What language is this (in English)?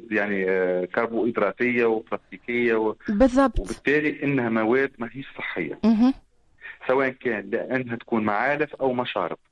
Tunisian Arabic